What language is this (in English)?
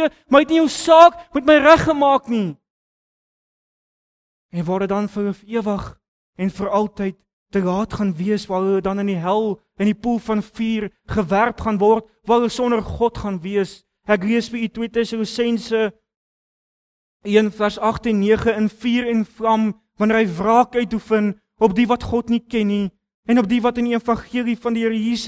Afrikaans